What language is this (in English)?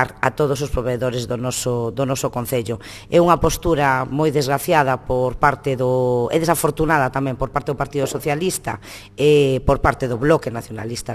Galician